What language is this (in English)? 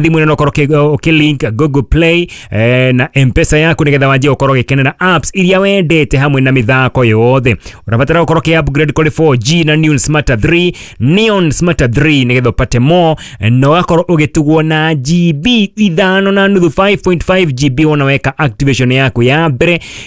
Kikuyu